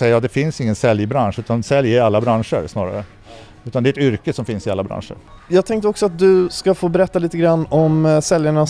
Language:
Swedish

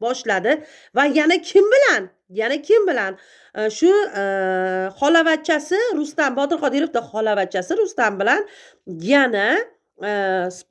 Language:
Uzbek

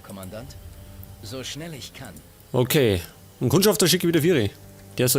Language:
Bavarian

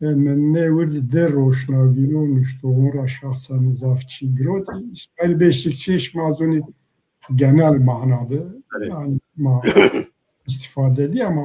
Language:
Zaza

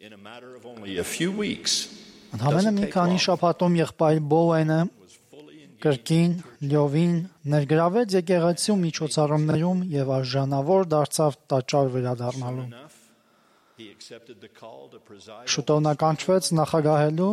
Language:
Armenian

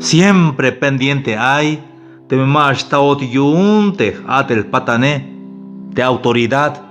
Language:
Tzeltal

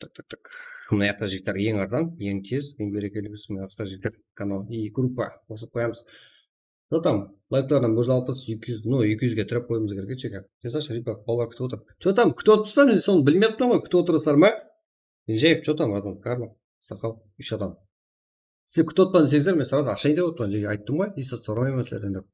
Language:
Kara-Kalpak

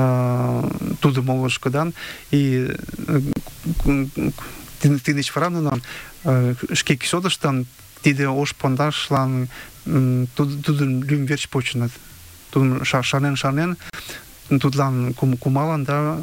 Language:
Mari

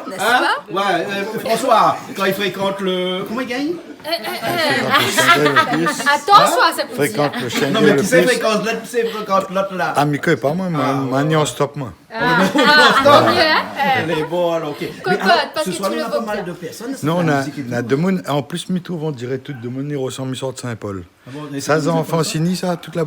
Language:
Réunion Creole French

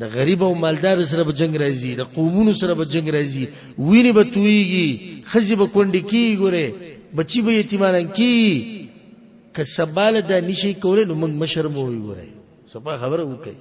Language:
Pashto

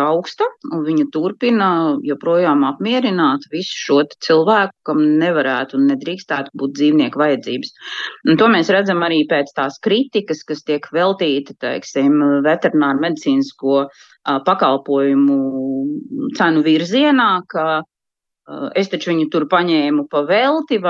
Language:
Latvian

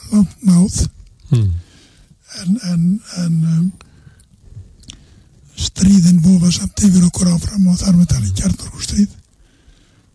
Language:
Icelandic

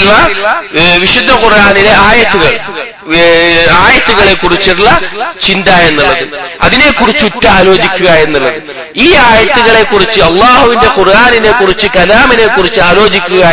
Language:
Malayalam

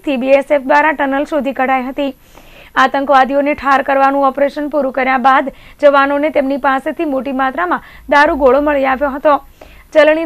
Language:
Gujarati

